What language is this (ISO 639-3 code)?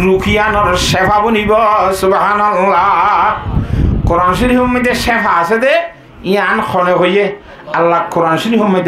rhg